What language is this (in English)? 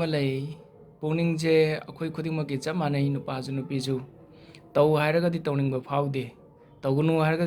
Manipuri